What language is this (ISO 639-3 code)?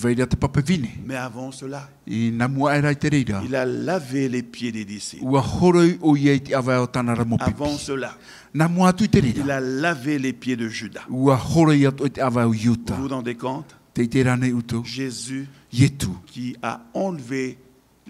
tah